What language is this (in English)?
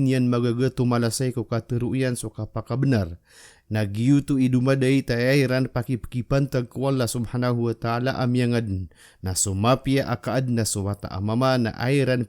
Maranao